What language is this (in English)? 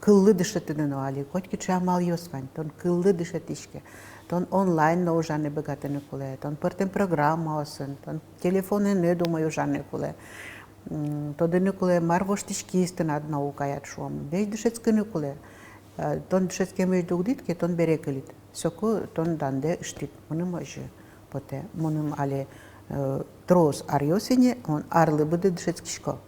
Udmurt